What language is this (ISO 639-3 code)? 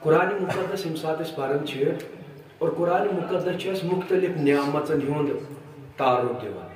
kas